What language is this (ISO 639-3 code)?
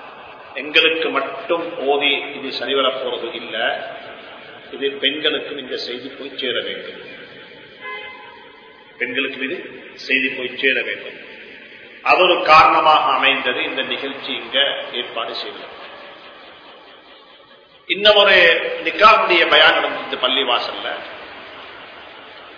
tam